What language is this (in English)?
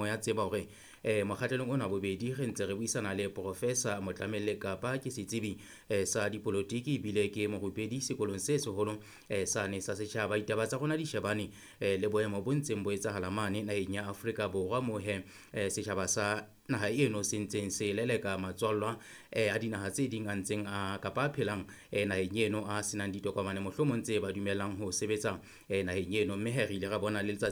Southern Sotho